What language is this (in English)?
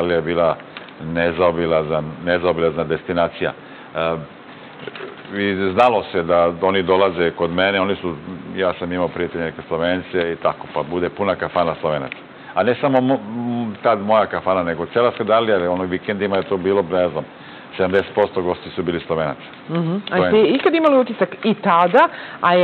Serbian